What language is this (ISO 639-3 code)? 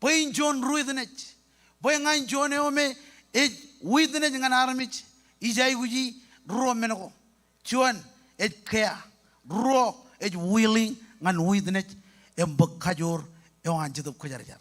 mah